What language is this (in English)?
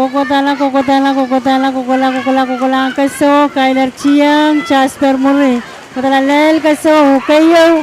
Pohnpeian